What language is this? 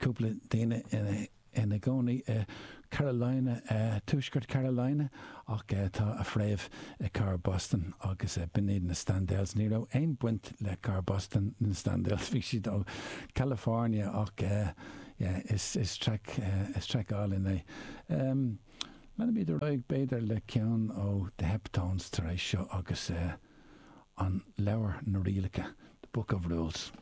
Irish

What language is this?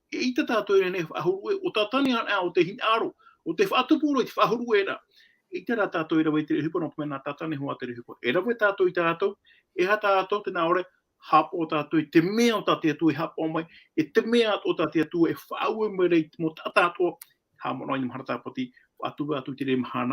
Tahitian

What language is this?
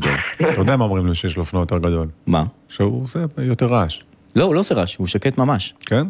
Hebrew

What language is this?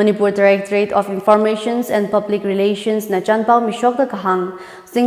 Tangkhul Naga (India)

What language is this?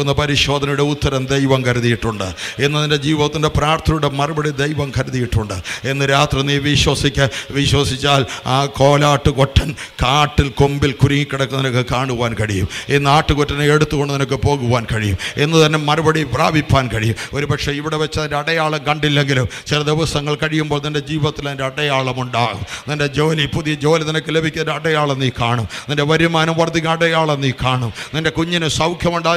Malayalam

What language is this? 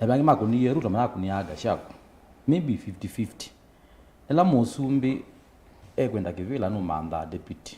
Kamba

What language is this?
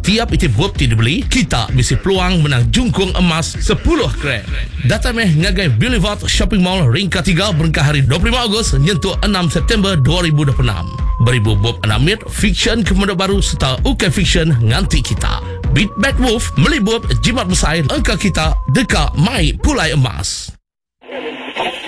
Iban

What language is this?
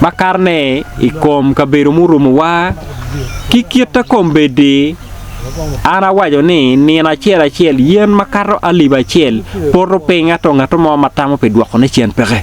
Acoli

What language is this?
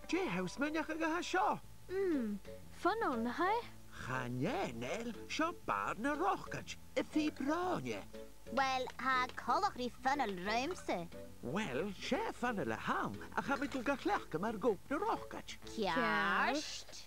Scottish Gaelic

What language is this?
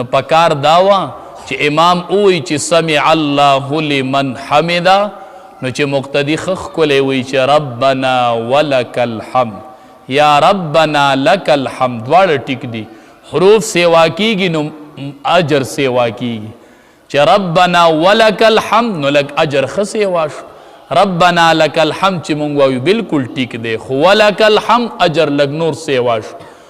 Pashto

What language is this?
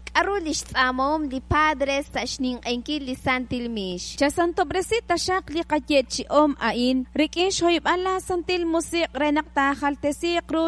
Kekchí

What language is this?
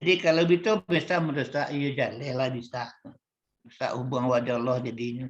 Minangkabau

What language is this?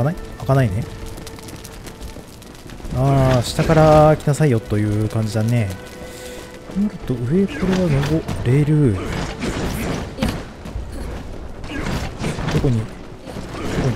Japanese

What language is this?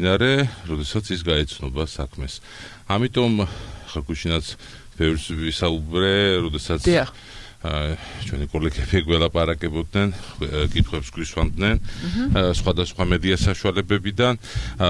Georgian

